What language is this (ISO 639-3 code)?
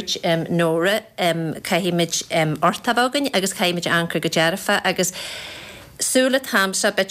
gle